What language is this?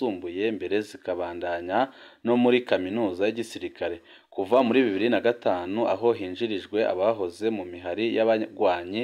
Rundi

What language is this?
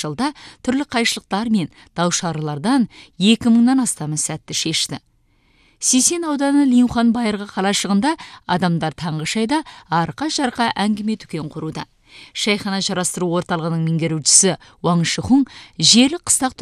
Kazakh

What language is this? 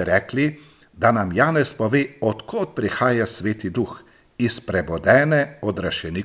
Slovenian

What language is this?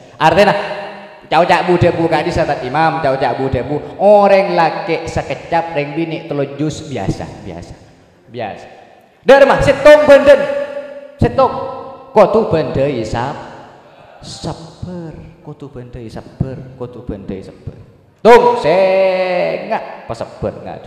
Madurese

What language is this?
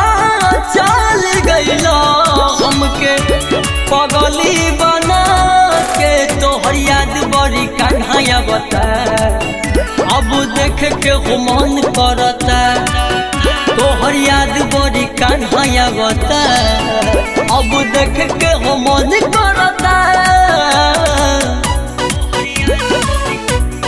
Bhojpuri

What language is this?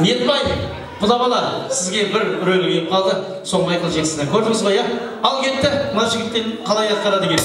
Kara-Kalpak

